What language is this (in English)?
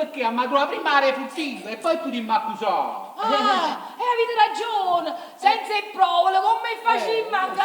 Neapolitan